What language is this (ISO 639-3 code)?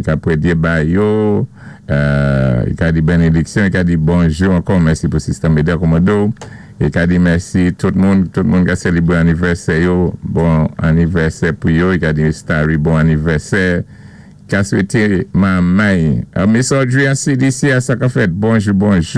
acf